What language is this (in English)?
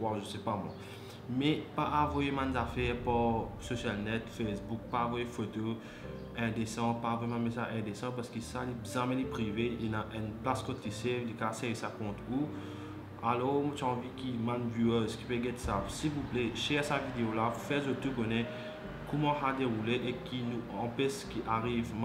Morisyen